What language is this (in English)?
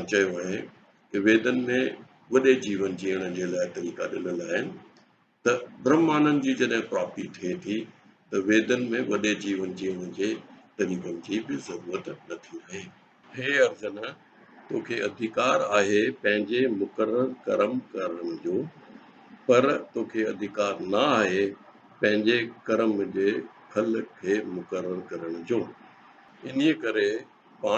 Sindhi